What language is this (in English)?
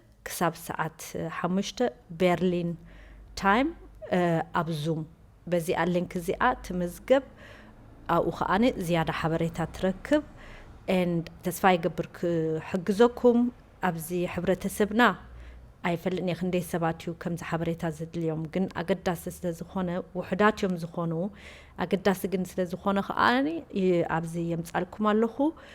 Tigrinya